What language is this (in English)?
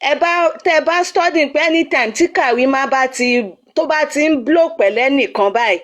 Yoruba